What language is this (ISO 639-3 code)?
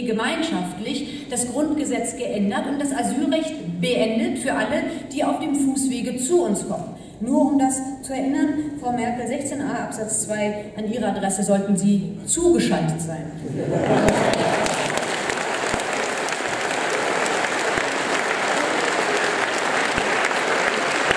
deu